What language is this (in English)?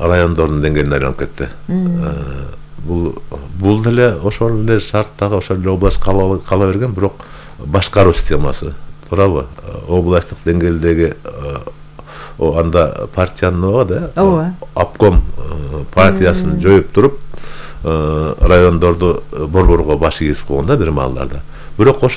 Kyrgyz